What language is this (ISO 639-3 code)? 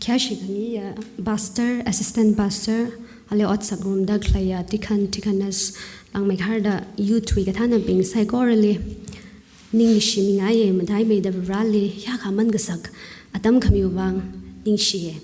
nmf